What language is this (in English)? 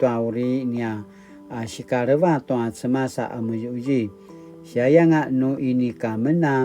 Paiwan